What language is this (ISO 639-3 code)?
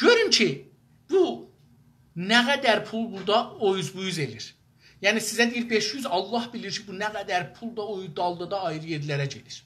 azb